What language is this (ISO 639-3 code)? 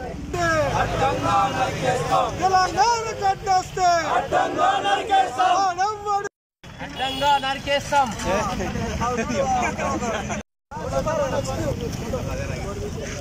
tel